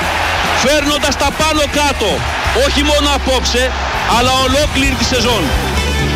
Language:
Greek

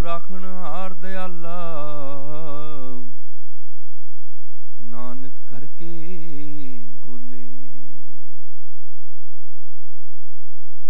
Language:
Punjabi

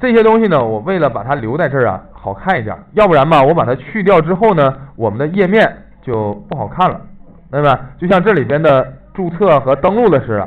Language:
Chinese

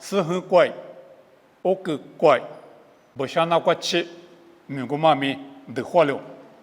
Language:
Lisu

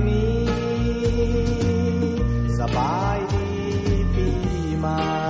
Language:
Thai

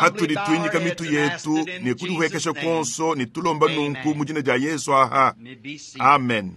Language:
Luba-Lulua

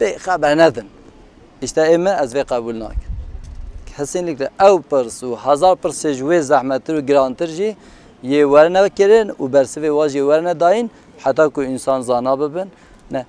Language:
Kurdish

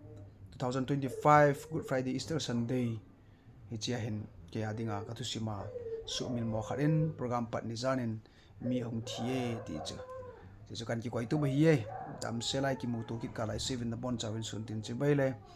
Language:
Thado Chin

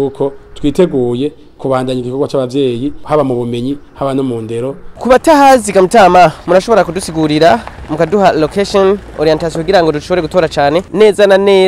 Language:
Rundi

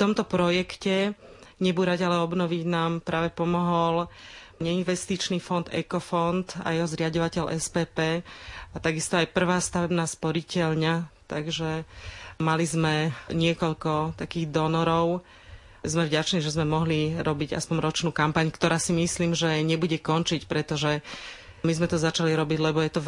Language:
Slovak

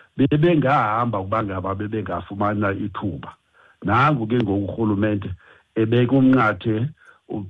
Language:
Xhosa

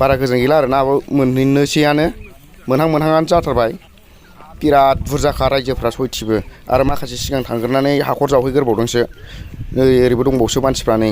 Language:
Bodo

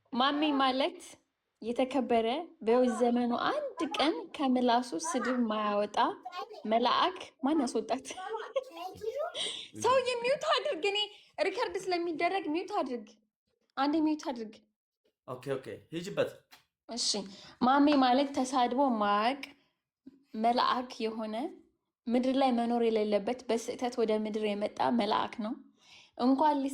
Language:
Amharic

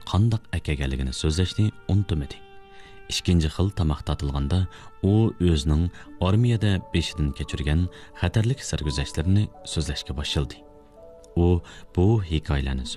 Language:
Uyghur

